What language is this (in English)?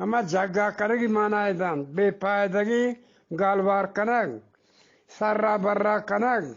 Eastern Balochi